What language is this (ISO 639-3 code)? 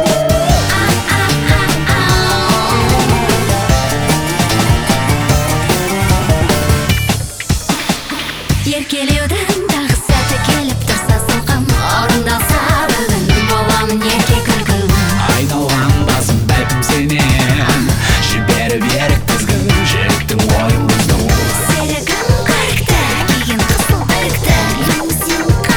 kaz